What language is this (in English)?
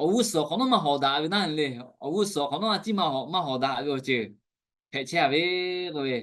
Lahu